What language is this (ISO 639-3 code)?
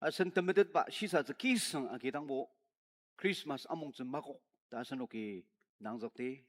njo